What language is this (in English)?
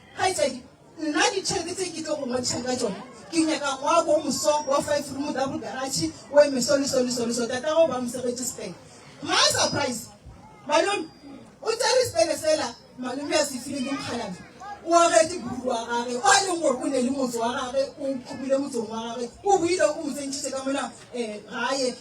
Northern Sotho